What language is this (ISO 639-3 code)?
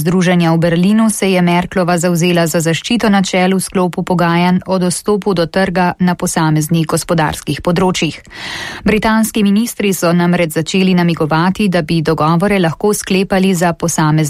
slv